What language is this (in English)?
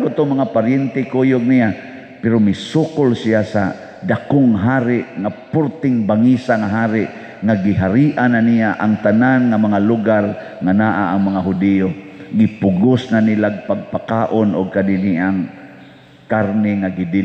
Cebuano